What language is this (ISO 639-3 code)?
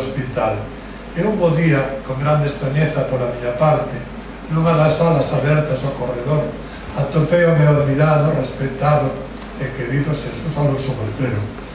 glg